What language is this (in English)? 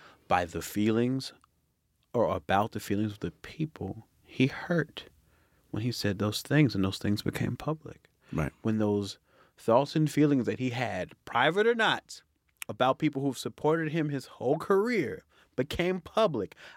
English